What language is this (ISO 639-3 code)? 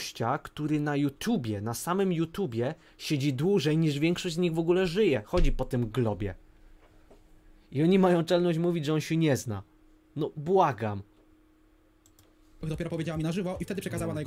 pol